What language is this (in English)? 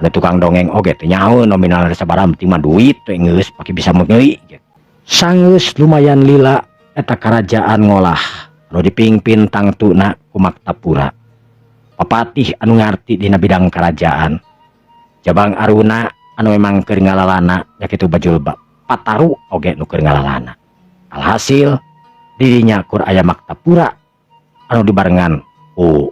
Sundanese